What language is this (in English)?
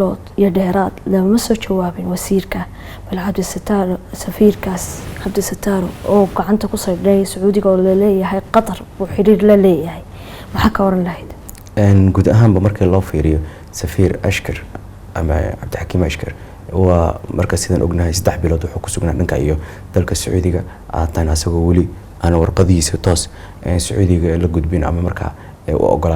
Somali